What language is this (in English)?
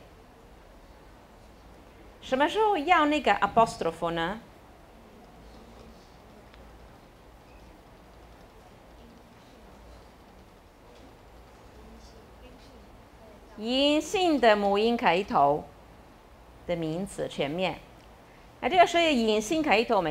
Chinese